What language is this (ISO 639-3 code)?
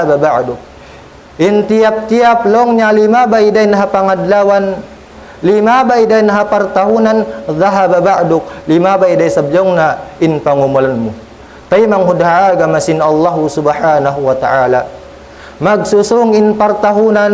tsg